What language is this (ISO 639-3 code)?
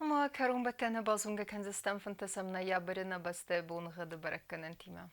oss